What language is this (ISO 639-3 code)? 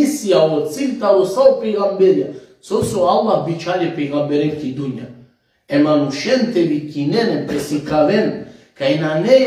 rmn